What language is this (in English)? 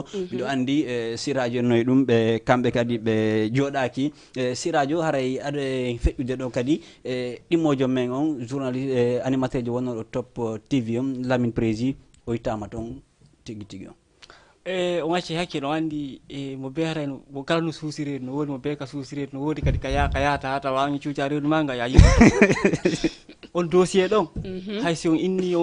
Fula